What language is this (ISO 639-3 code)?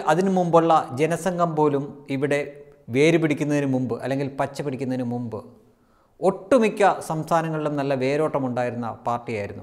mal